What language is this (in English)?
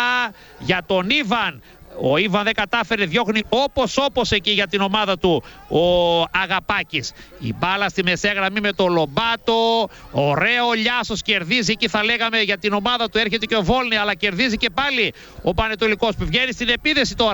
Greek